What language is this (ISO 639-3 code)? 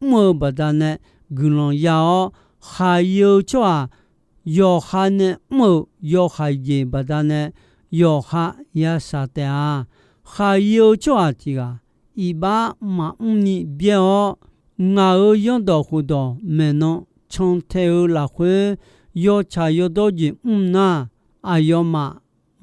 ahk